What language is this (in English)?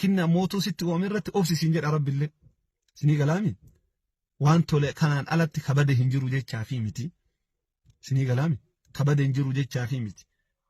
Oromo